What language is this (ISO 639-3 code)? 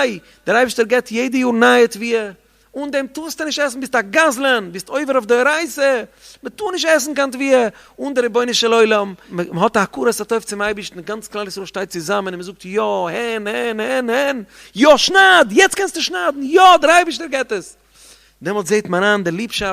yid